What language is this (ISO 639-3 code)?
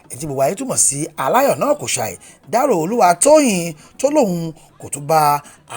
yor